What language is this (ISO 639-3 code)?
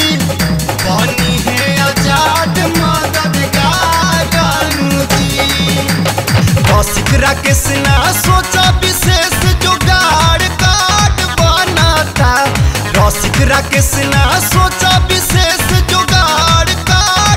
bho